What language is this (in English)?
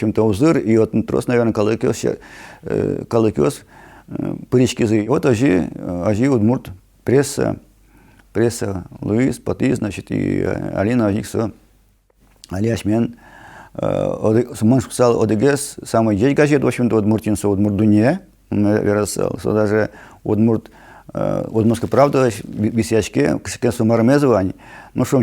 Udmurt